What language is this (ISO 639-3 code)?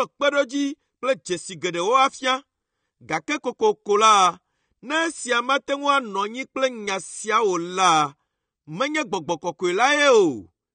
ewe